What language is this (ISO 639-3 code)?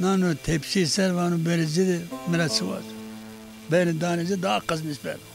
zza